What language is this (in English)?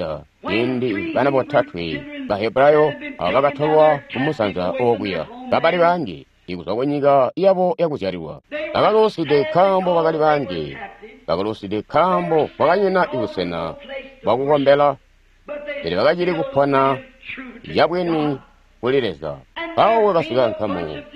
Tonga (Zambia)